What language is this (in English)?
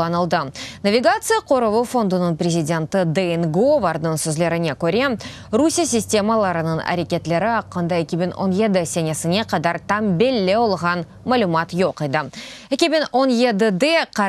Crimean Tatar